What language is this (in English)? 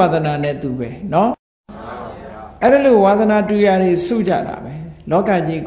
Burmese